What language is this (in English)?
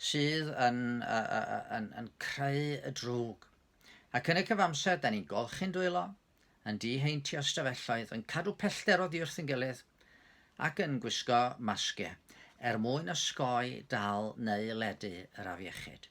Welsh